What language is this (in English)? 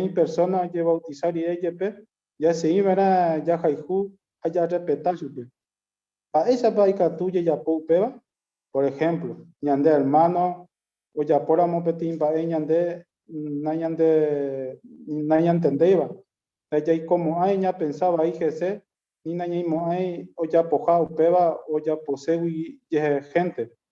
Guarani